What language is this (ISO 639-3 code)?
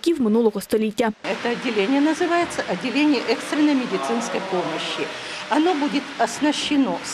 ukr